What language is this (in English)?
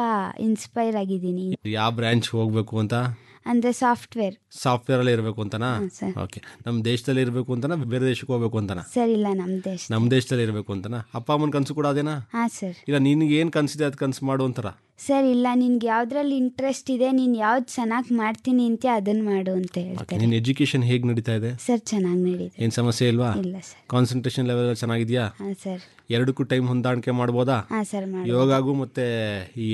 Kannada